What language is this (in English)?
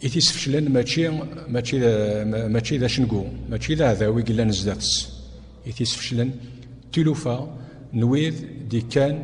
Kabyle